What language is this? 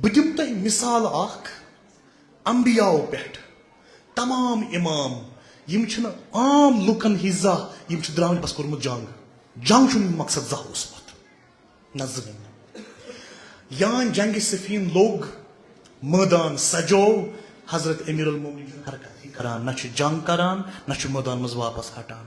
Kashmiri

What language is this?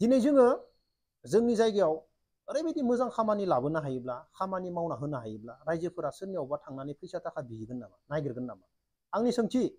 Bodo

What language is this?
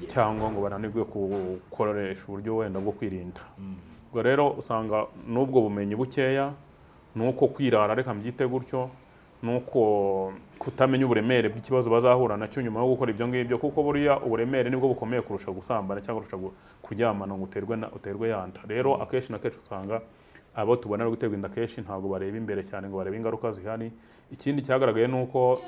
Kinyarwanda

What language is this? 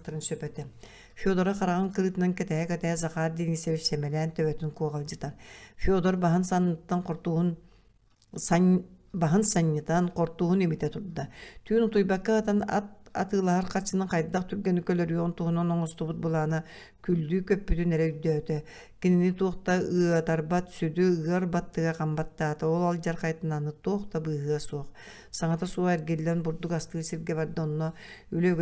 Yakut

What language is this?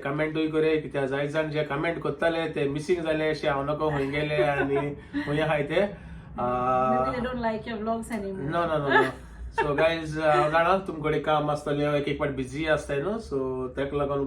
Konkani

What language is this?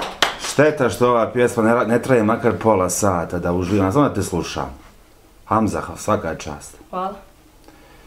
Bosnian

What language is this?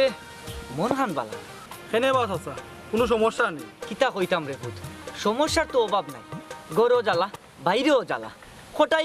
Sylheti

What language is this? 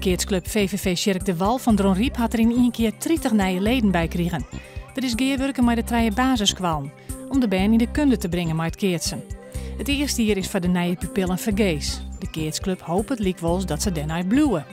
Western Frisian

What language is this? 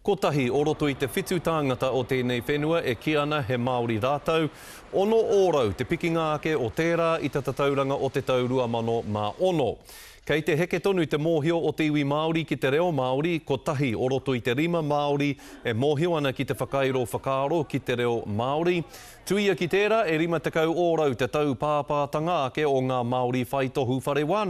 Māori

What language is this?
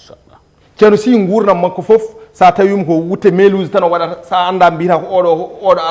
Fula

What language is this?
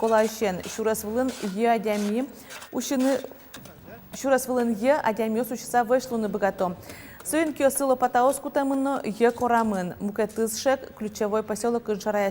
Udmurt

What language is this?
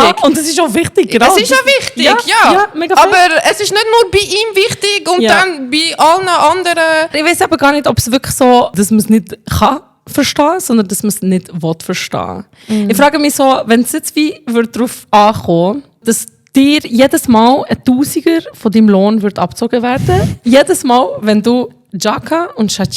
Swiss German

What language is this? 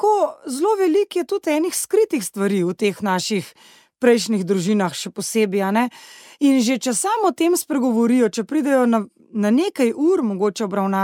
Slovenian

